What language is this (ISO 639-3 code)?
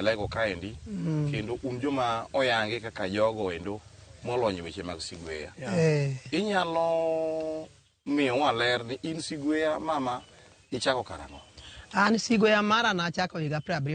luo